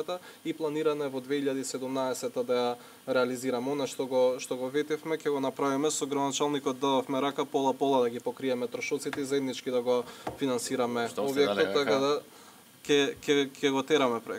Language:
Macedonian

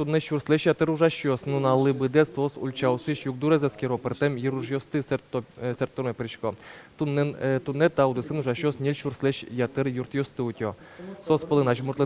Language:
Udmurt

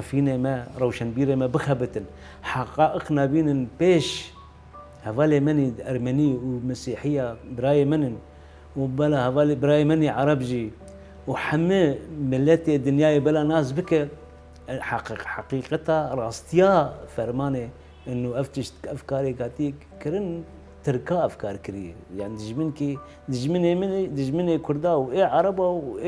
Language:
Kurdish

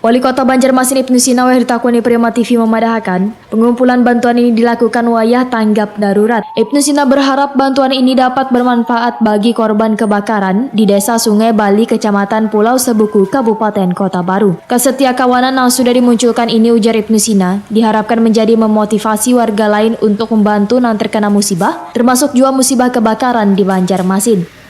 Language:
Banjar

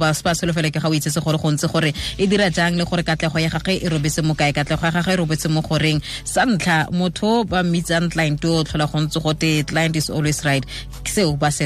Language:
Tswana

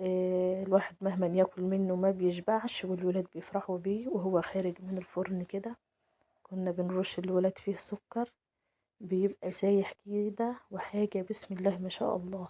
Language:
Egyptian Arabic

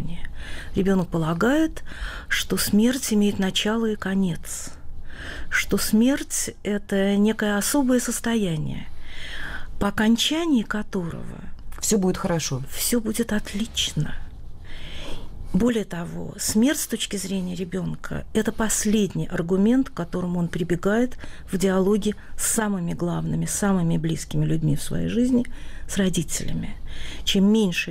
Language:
Russian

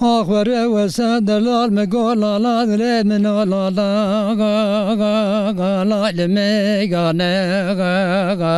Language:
Zaza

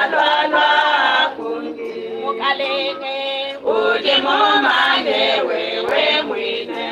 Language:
Luba-Lulua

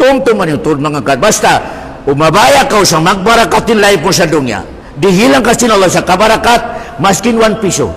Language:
Tausug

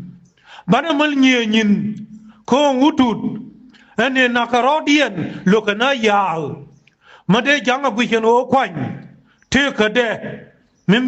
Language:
Nuer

